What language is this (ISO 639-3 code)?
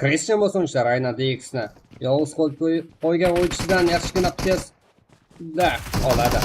kaa